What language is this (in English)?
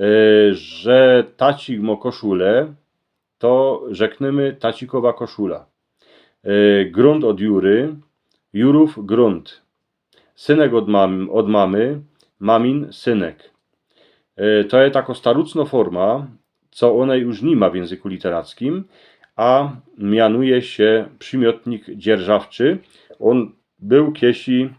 Silesian